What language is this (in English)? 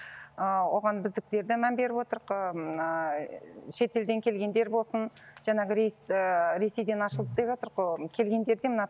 Kazakh